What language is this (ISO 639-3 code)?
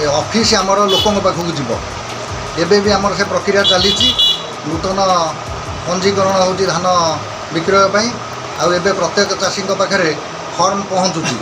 ori